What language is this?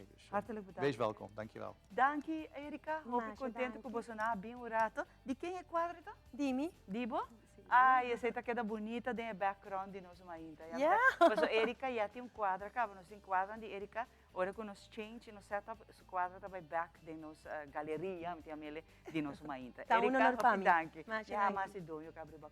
Papiamento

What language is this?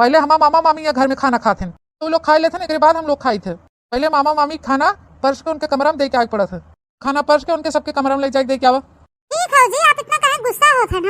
Awadhi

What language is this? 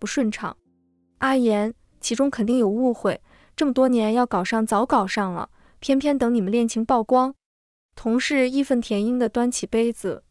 Chinese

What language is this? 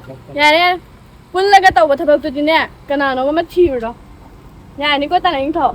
Manipuri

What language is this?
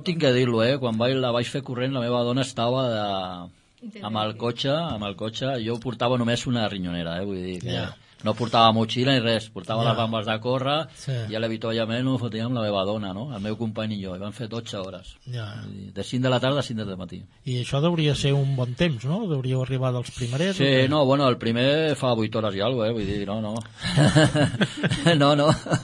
Catalan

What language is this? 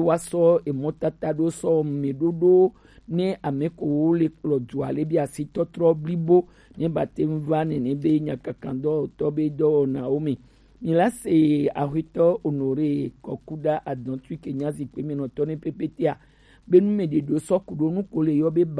Gen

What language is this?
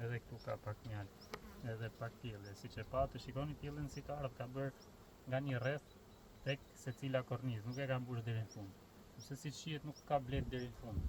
Albanian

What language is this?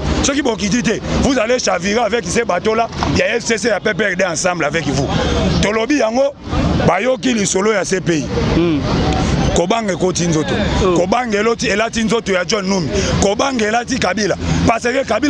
Lingala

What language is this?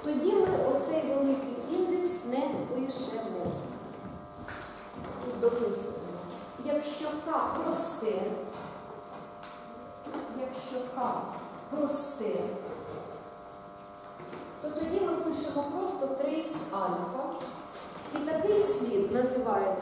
Ukrainian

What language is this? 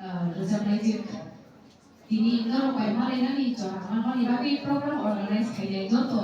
Kok Borok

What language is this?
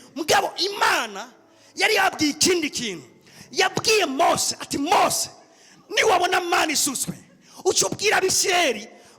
Rundi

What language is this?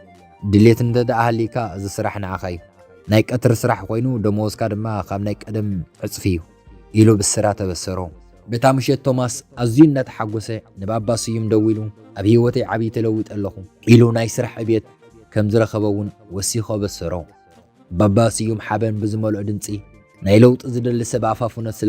Tigrinya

